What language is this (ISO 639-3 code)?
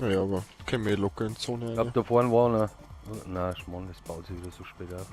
bar